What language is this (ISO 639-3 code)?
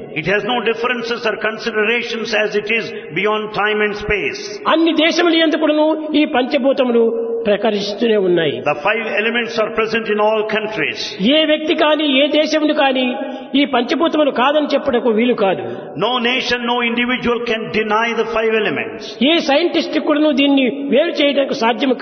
tel